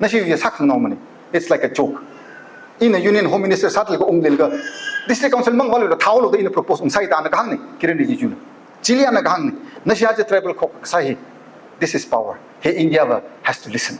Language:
Tangkhul Naga (India)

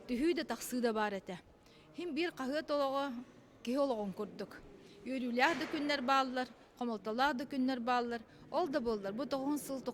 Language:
Yakut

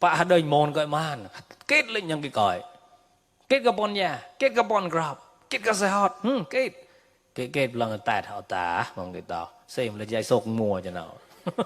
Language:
Mon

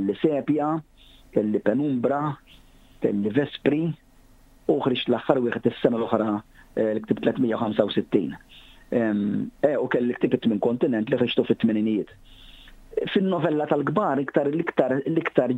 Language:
Maltese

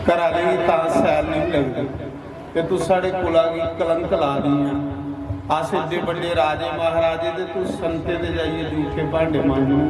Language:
Dogri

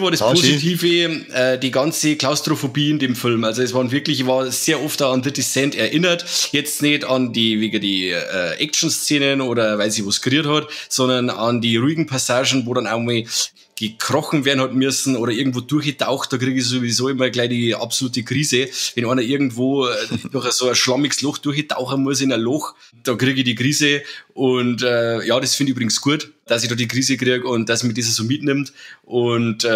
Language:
Bavarian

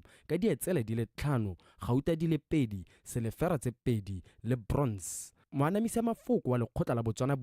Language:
Tswana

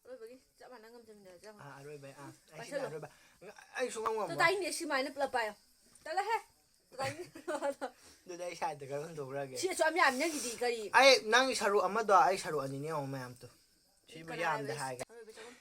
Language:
Manipuri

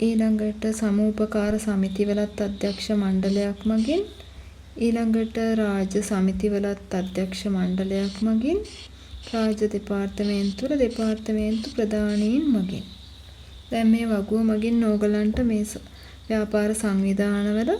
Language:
Sinhala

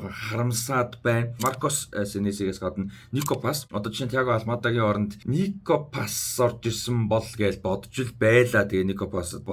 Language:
Mongolian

